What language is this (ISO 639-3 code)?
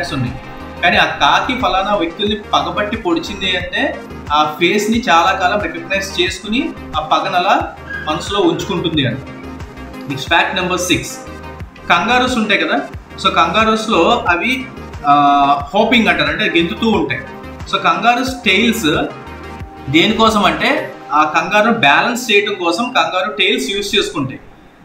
tel